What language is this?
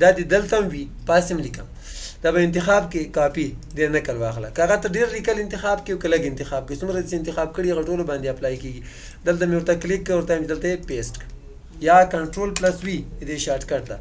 Pashto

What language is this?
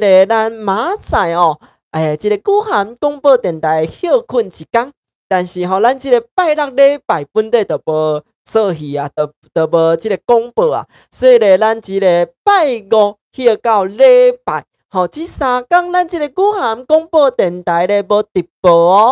Min Nan Chinese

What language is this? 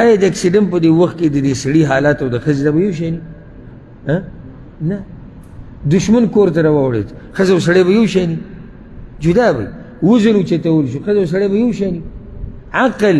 Pashto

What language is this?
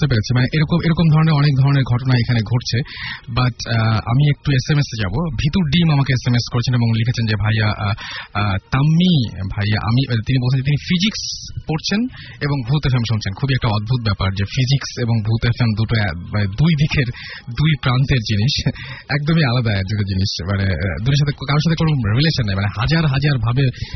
Bangla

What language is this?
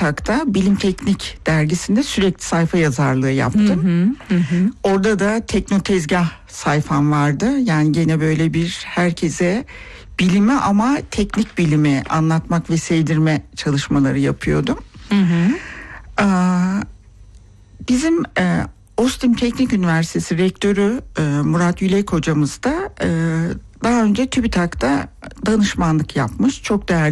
Turkish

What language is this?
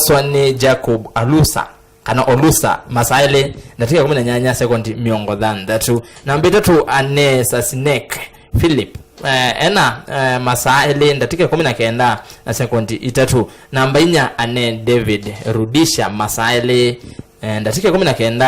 Kamba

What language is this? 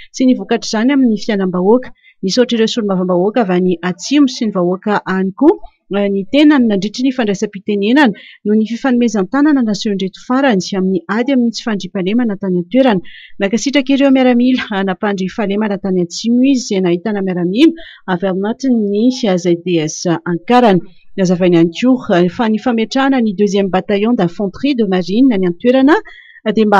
Malagasy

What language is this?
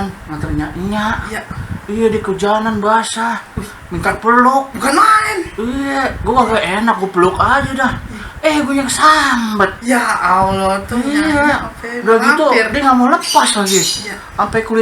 Betawi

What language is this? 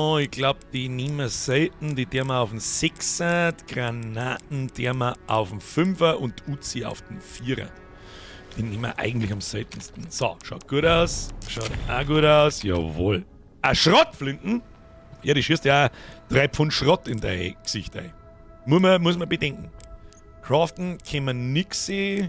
Bavarian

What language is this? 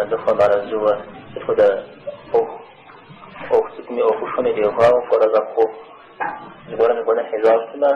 Kabardian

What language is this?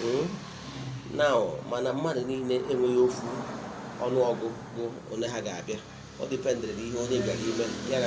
Igbo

